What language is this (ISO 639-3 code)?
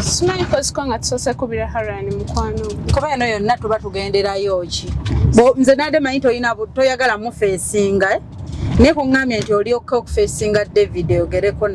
lug